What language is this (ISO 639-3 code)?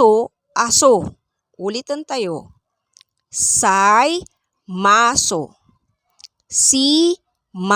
pag